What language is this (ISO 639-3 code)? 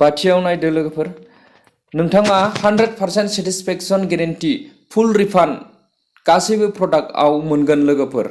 brx